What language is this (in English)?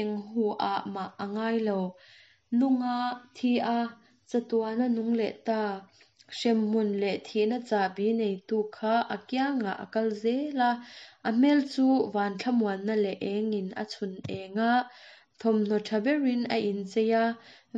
Mizo